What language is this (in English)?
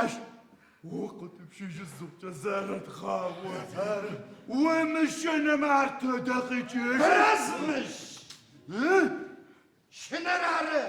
Adyghe